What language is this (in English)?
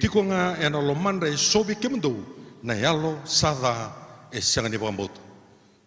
Fijian